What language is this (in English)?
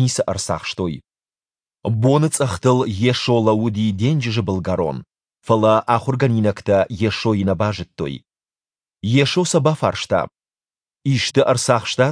Ossetic